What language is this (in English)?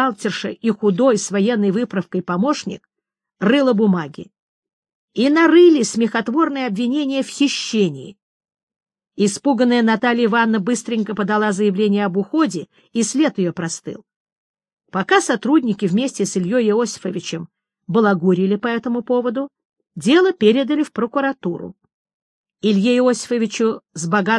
Russian